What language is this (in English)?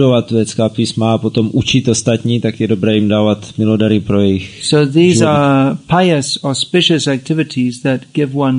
Czech